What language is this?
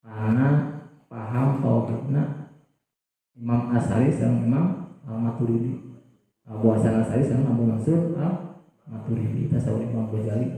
Sundanese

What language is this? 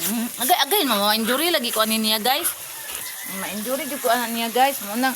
Cebuano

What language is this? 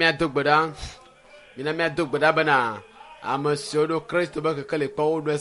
Ewe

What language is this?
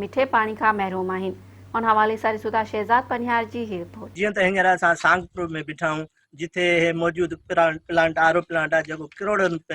Sindhi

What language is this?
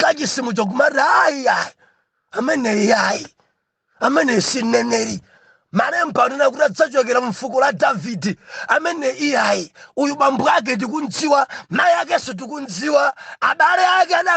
Nyanja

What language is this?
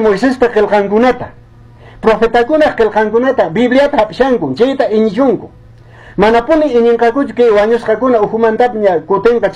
Quechua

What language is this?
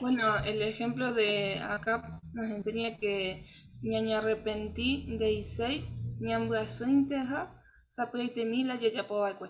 Guarani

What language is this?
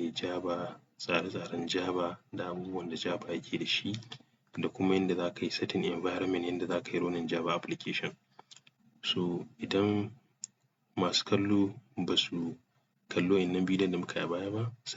Hausa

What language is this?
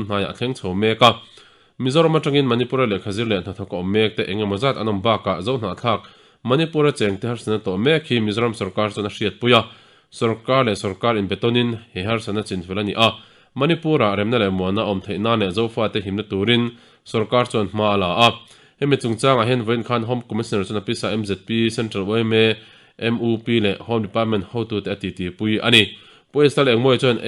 Mizo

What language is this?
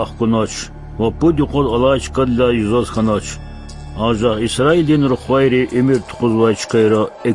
Lezghian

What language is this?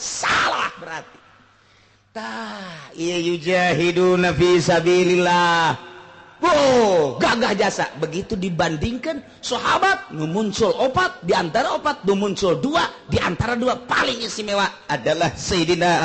Sundanese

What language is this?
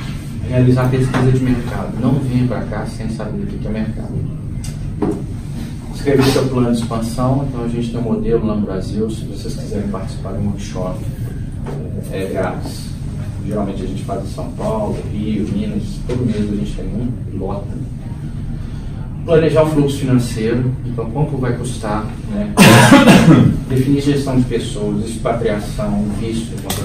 Portuguese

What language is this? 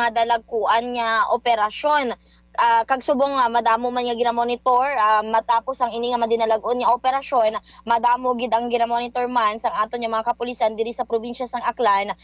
Hiligaynon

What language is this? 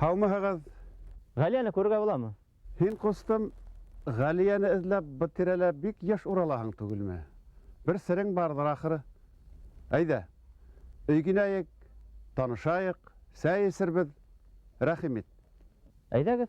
Bashkir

